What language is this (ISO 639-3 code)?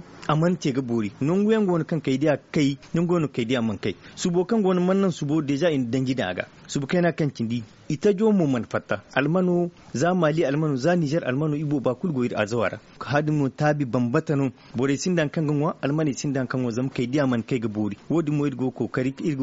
dje